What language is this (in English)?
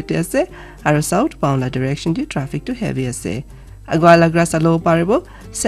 Naga Pidgin